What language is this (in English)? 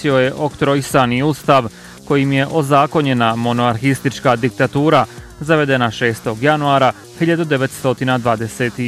Bosnian